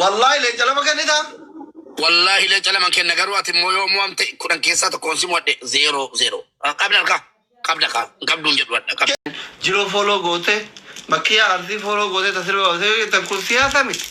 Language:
Oromo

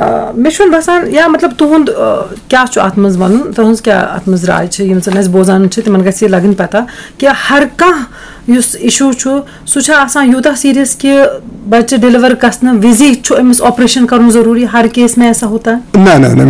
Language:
Kashmiri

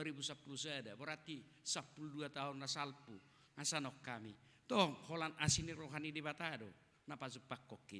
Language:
Batak Toba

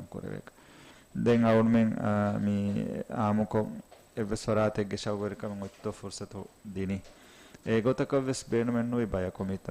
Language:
Divehi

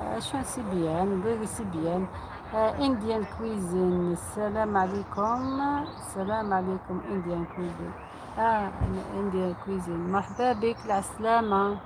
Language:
Algerian Arabic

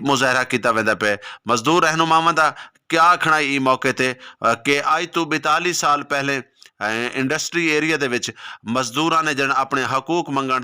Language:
Saraiki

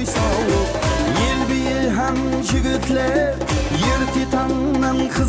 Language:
Kara-Kalpak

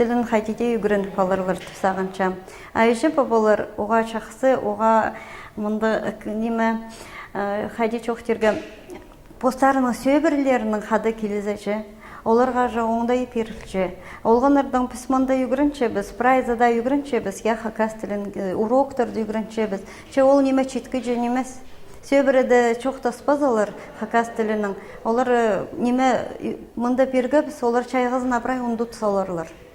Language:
Khakas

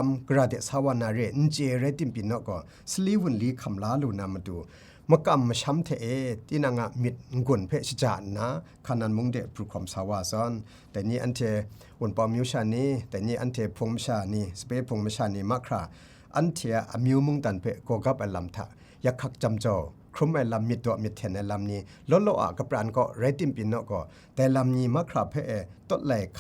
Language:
Kachin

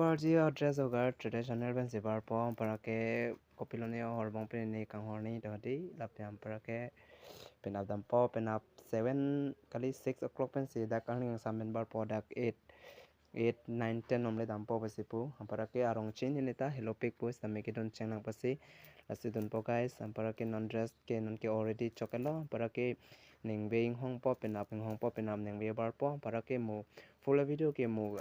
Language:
Karbi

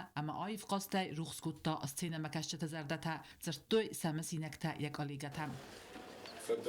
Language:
Ossetic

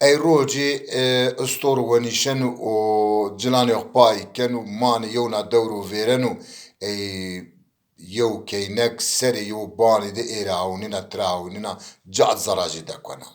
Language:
Zaza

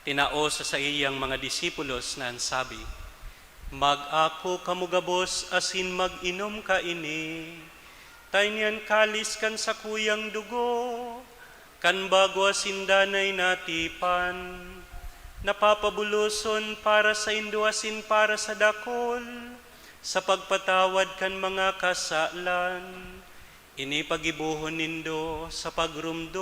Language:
Bikol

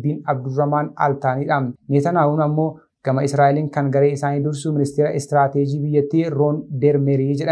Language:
Oromo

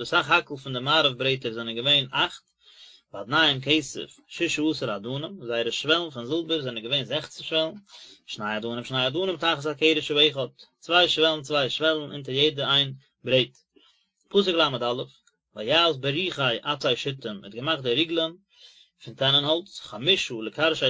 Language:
Yiddish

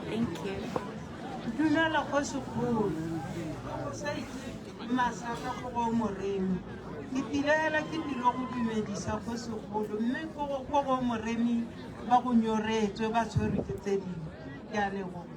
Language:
Tswana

